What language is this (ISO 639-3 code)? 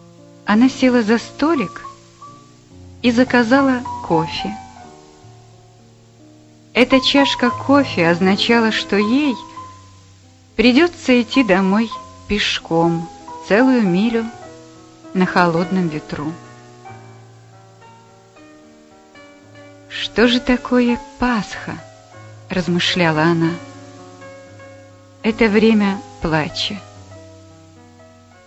rus